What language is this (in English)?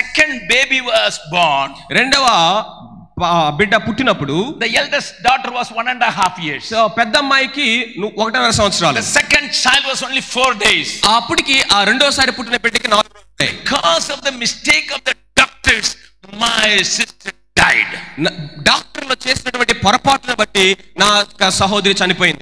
Telugu